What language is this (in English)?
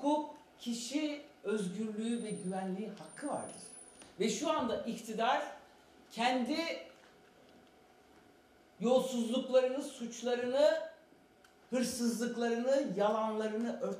Turkish